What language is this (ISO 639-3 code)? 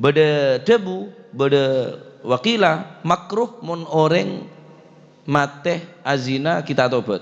mad